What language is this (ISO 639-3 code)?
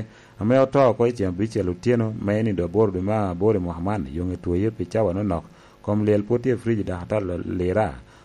laj